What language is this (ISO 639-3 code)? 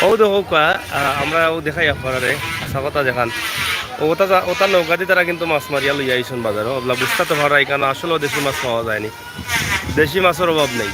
syl